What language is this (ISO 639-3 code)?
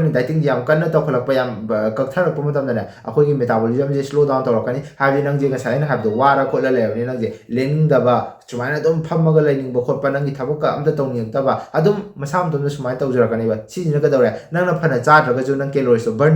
mni